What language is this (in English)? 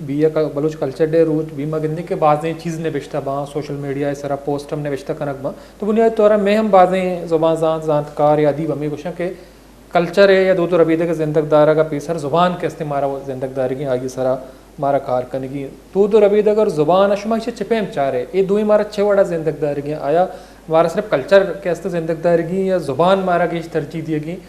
Baluchi